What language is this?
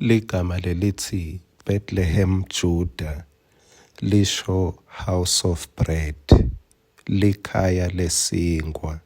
Swati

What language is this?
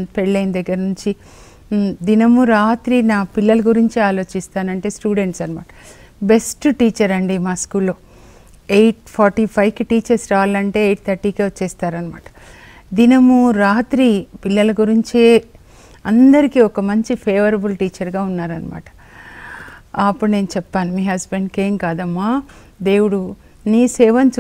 Telugu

